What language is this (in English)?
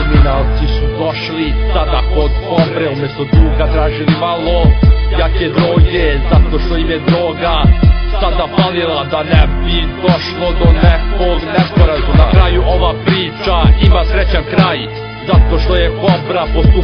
Serbian